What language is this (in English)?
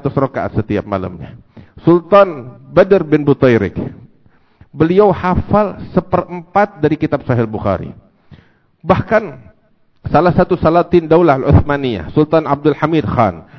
Indonesian